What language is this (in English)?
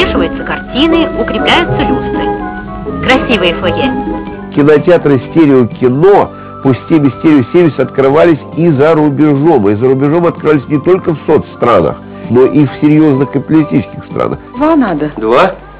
Russian